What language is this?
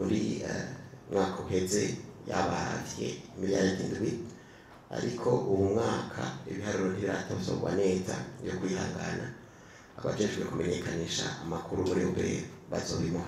Rundi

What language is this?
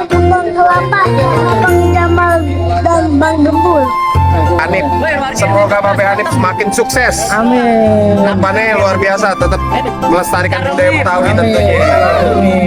Betawi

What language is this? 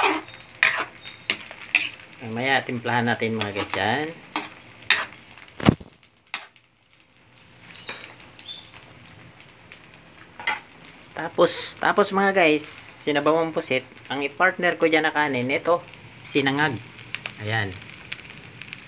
Filipino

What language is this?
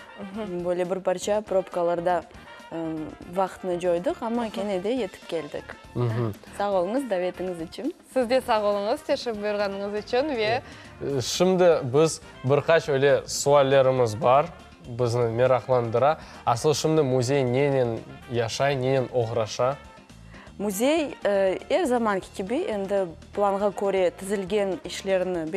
Crimean Tatar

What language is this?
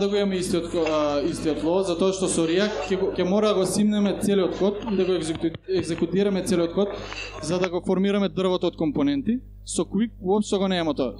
Macedonian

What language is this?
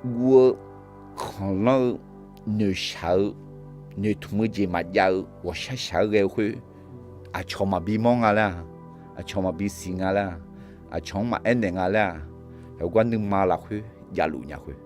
Akha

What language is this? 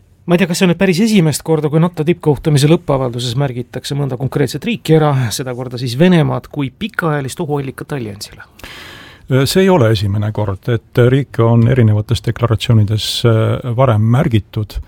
Estonian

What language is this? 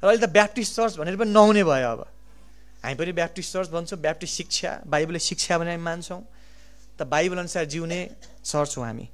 Nepali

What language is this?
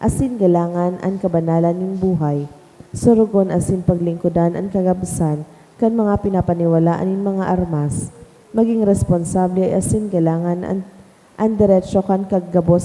Bikol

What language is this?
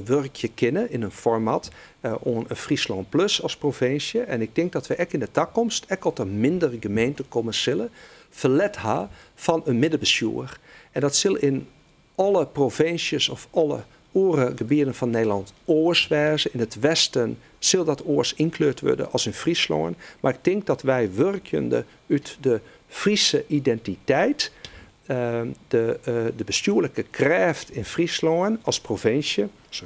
Western Frisian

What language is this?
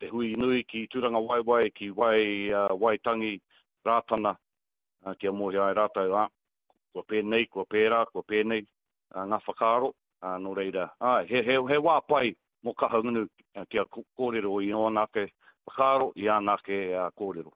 Māori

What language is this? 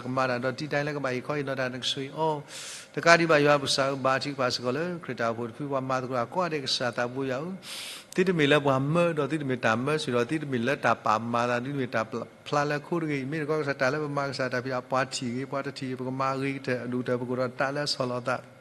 S'gaw Karen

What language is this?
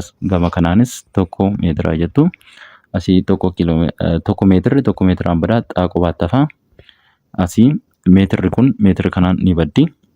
Oromo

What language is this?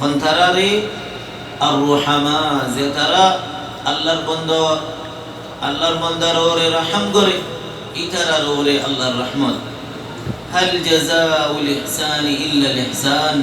Rohingya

